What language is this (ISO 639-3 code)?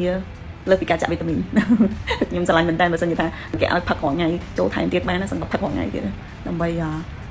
khm